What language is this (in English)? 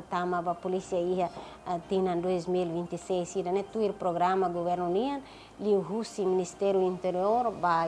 Tetum